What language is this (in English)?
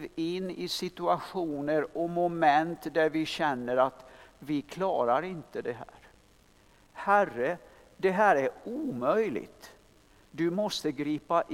Swedish